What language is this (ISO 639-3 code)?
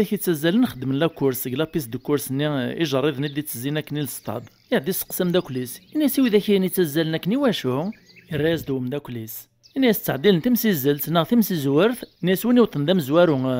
kab